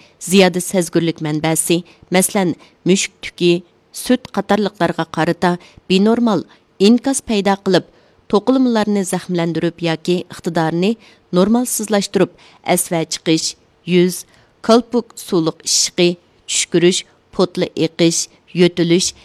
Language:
Uyghur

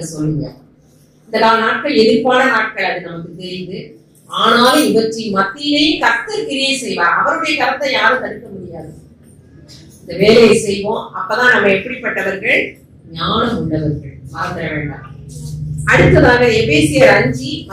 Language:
Tamil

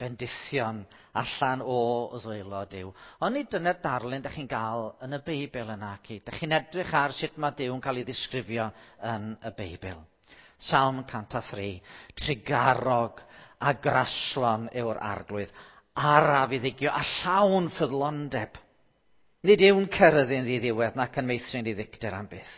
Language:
Welsh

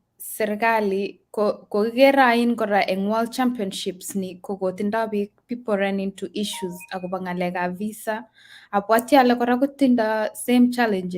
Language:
Kalenjin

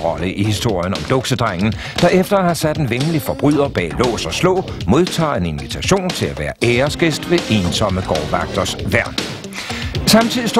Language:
Danish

